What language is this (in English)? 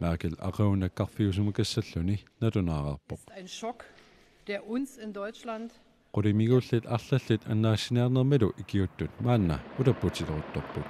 Kalaallisut